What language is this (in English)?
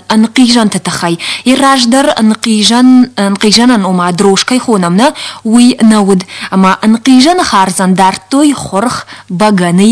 Ossetic